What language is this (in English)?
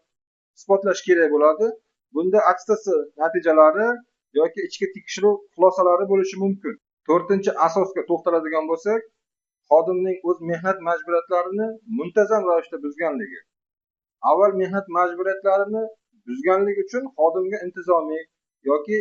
Uzbek